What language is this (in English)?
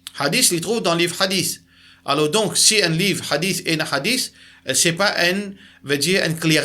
Morisyen